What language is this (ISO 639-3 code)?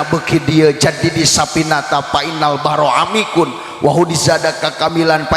sun